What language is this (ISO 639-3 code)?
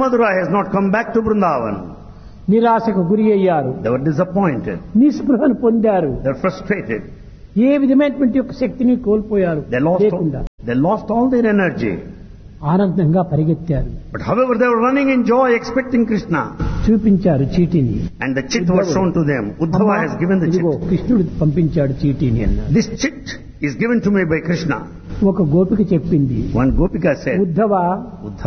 tel